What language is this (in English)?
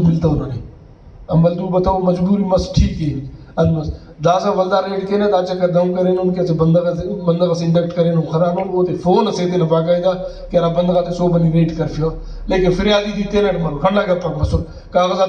Brahui